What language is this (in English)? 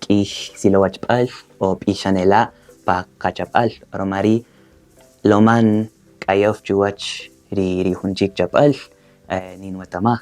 Kaqchikel